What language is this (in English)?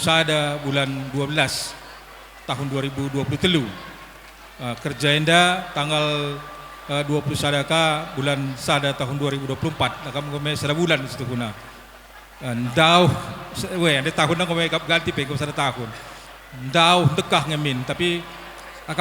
Batak Karo